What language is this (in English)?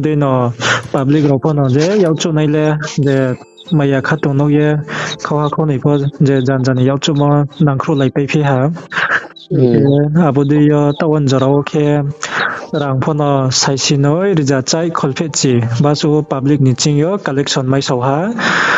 Riang (India)